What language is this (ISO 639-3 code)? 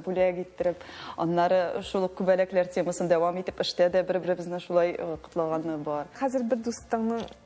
tat